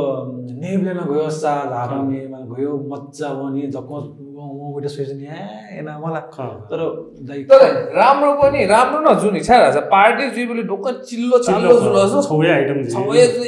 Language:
Newari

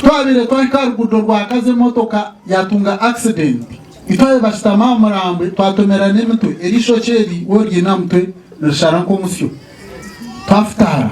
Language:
Nyankole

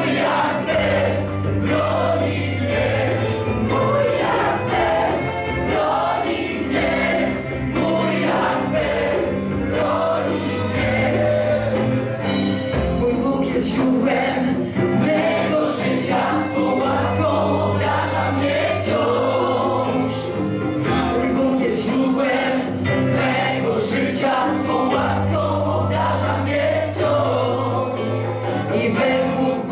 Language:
Polish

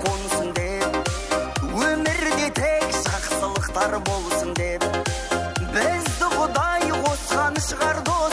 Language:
Kara-Kalpak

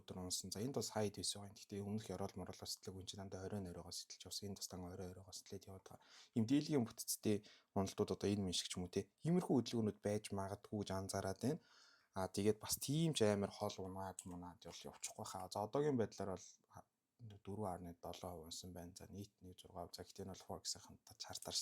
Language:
Mongolian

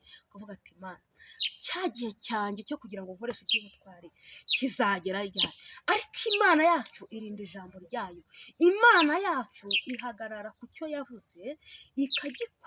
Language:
Kinyarwanda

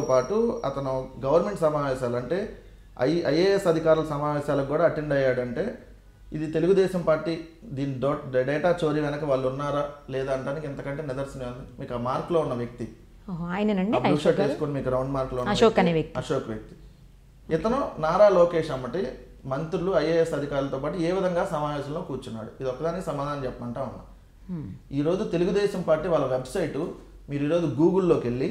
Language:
Telugu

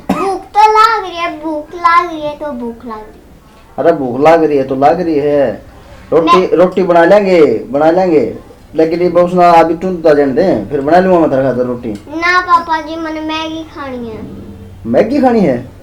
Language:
Haryanvi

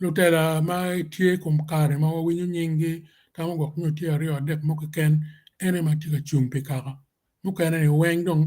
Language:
Acoli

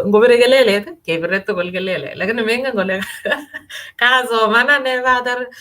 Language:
Kalenjin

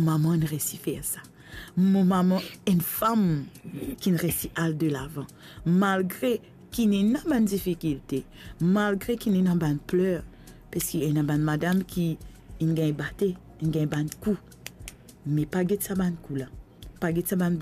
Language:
Morisyen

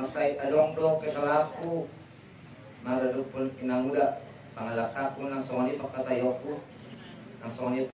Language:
Batak Toba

